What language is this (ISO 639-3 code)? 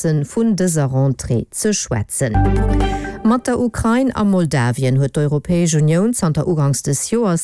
ltz